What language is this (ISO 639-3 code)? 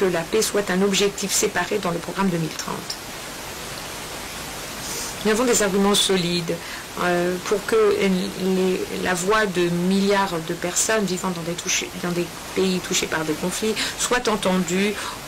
fra